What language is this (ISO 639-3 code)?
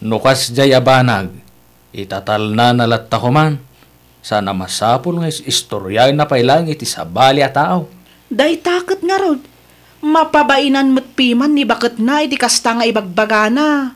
ilo